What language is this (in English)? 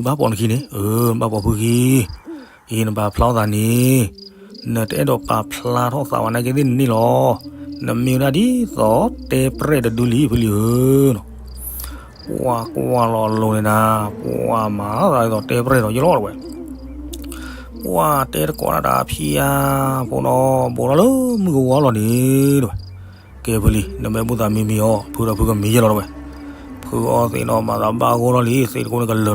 S'gaw Karen